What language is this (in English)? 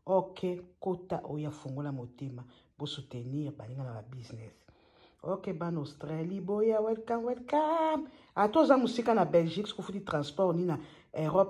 Lingala